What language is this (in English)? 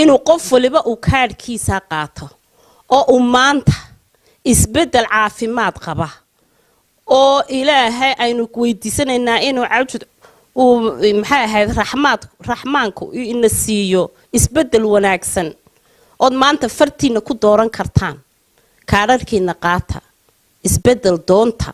Somali